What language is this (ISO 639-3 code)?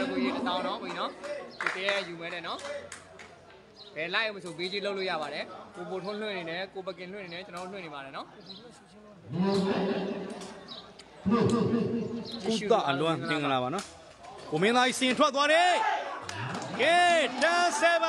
mya